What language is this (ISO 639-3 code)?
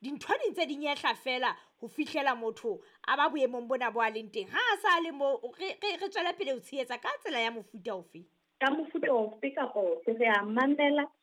sot